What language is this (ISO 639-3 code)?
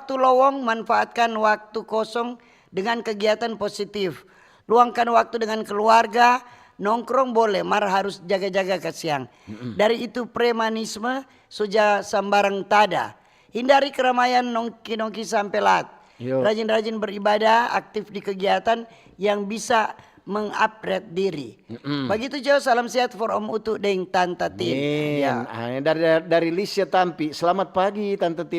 xmm